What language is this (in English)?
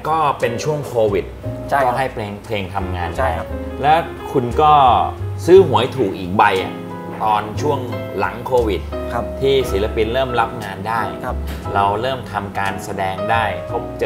Thai